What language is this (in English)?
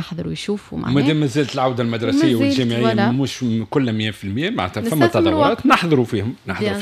Tunisian Arabic